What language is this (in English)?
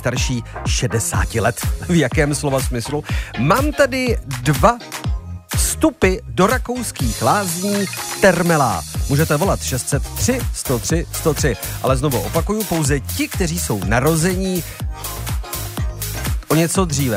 Czech